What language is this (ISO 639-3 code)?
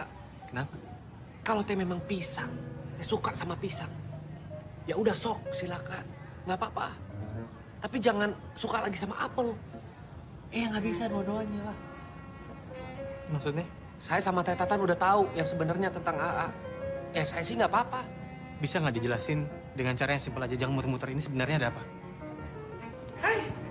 ind